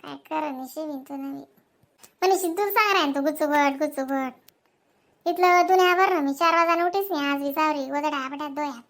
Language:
Khandesi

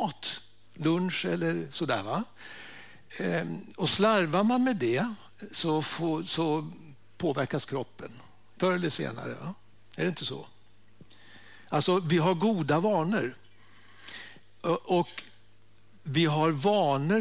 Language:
Swedish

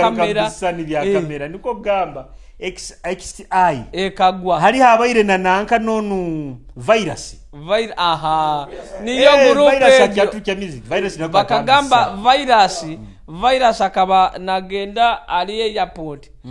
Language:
Nyoro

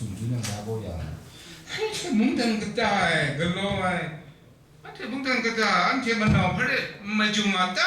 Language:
Kachin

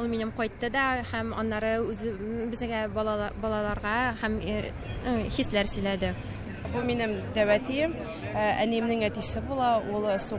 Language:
Tatar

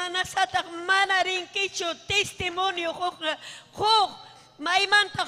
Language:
Ayacucho Quechua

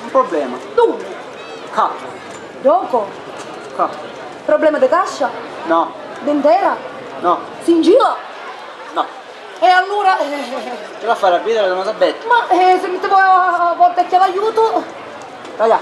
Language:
Sicilian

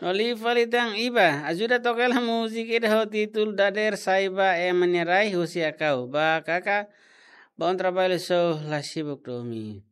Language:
Tetum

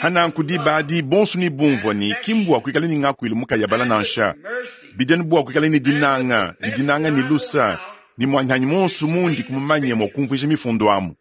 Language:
Luba-Lulua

